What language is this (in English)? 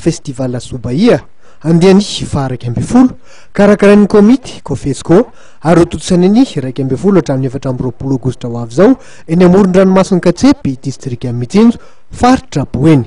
Malagasy